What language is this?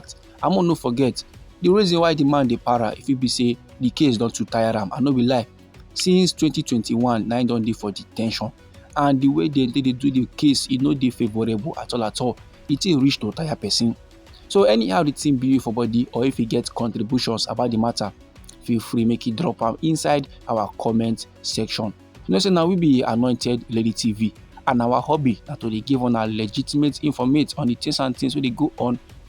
Nigerian Pidgin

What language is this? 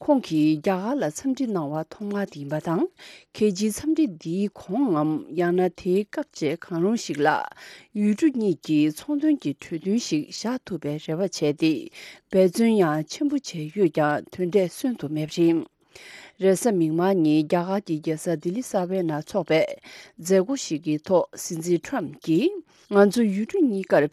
Tibetan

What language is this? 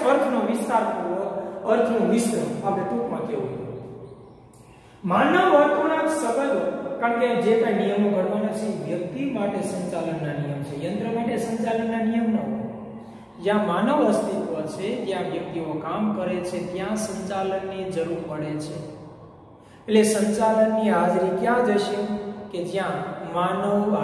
Gujarati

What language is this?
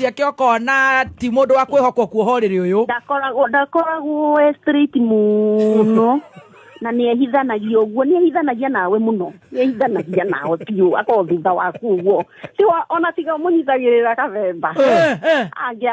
Kikuyu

